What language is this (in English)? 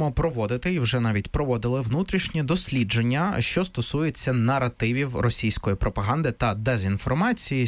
Ukrainian